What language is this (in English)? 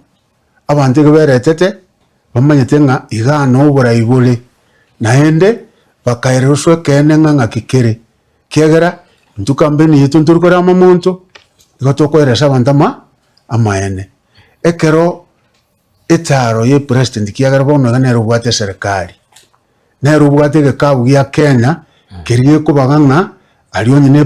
Gusii